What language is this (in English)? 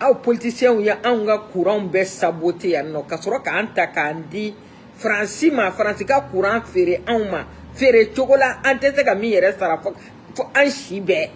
Bambara